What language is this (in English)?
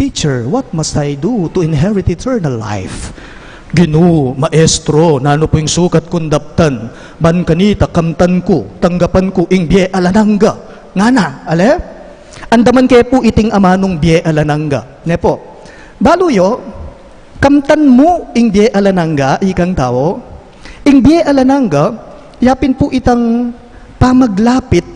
Pampanga